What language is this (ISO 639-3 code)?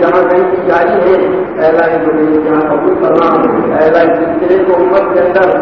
urd